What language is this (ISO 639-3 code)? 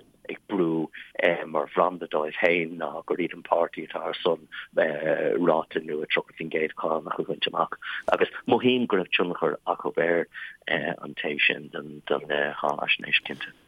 gle